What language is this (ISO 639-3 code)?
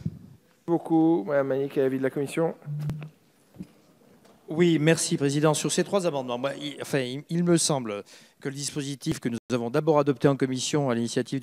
fra